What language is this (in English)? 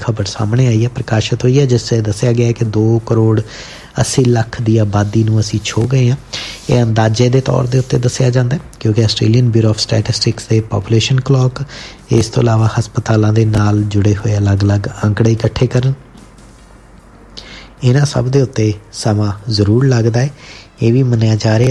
Punjabi